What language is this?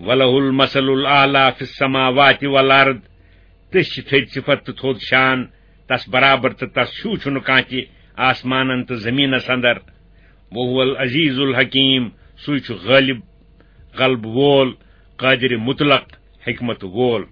Kashmiri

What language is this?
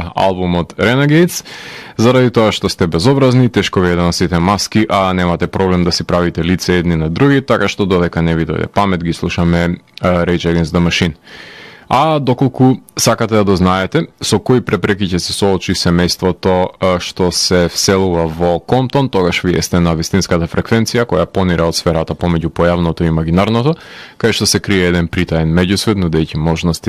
Macedonian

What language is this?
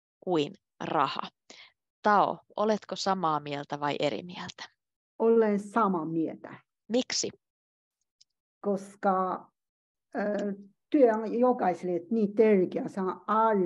Finnish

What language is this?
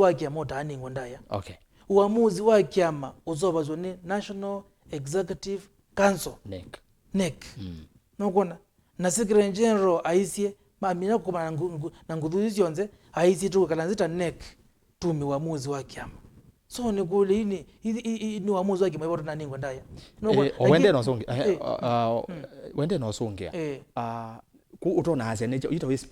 Kamba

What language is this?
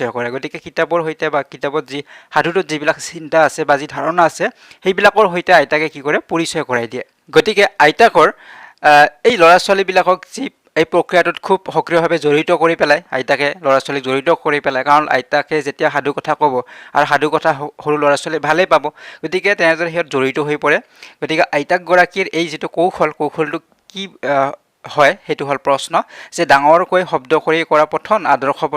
Assamese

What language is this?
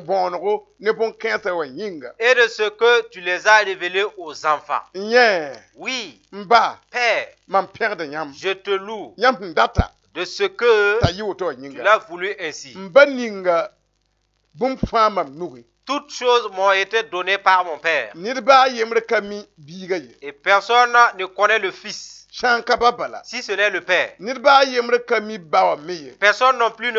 Mossi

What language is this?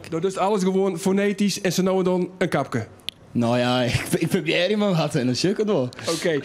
Western Frisian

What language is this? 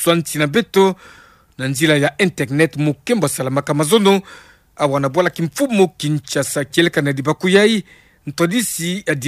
Kituba (Democratic Republic of Congo)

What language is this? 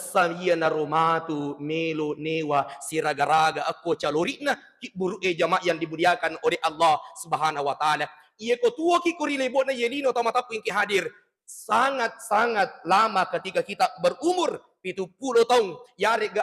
Buginese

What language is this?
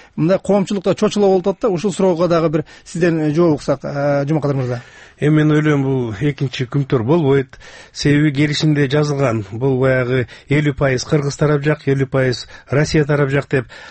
Kyrgyz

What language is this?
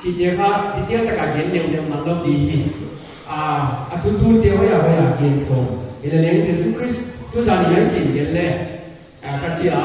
Paite Chin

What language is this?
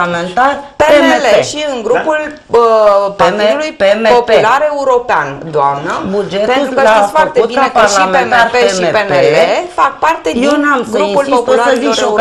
Romanian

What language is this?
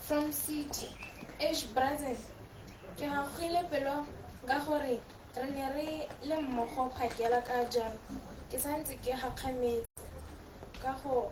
Tswana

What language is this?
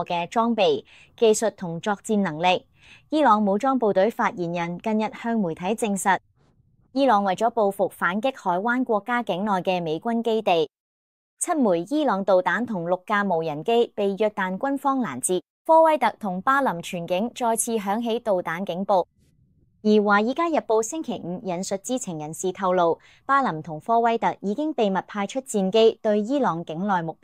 Cantonese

